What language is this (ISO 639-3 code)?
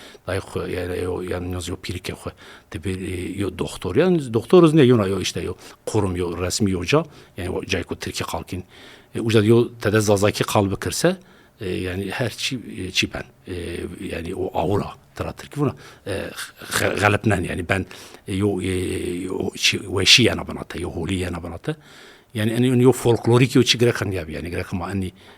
zza